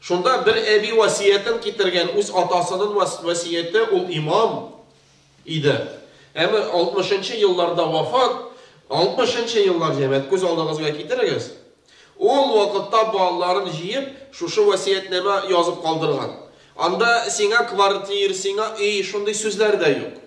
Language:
Tatar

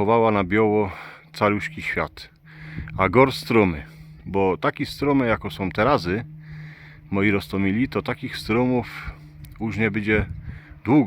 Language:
Silesian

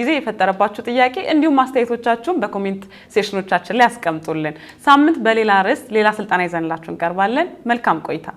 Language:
Amharic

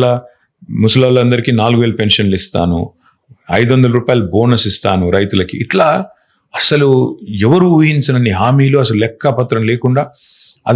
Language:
Telugu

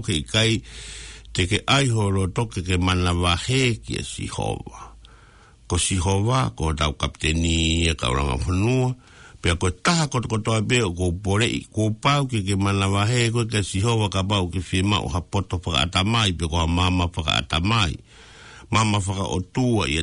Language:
Tongan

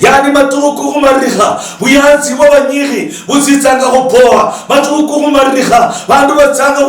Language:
Luyia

